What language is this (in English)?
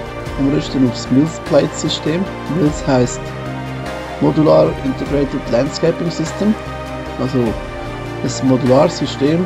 Swiss German